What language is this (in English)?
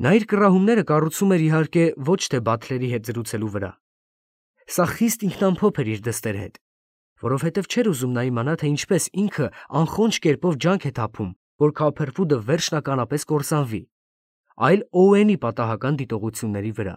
Armenian